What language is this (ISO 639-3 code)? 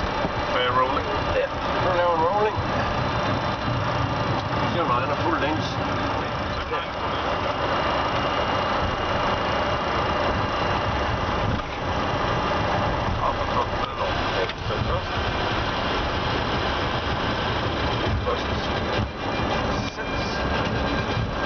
dan